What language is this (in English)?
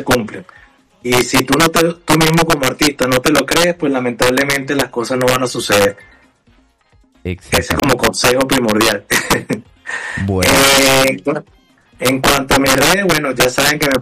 Spanish